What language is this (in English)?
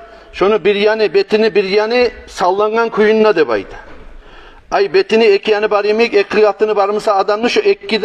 Kumyk